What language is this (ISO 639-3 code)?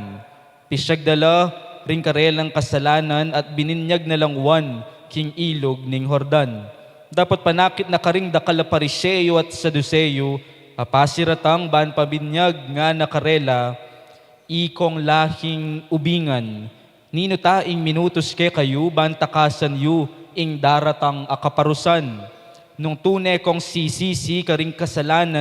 pam